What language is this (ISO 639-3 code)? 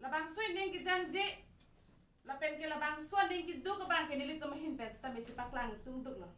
mjw